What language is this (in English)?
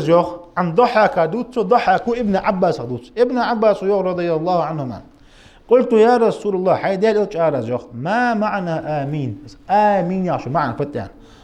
Ingush